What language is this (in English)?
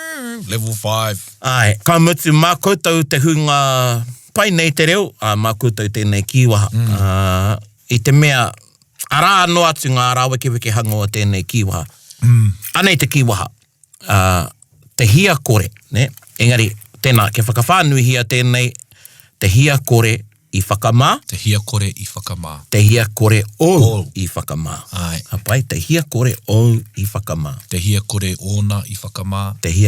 Māori